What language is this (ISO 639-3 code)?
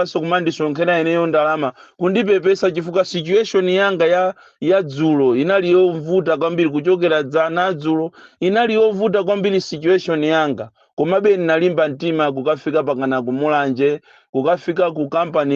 nya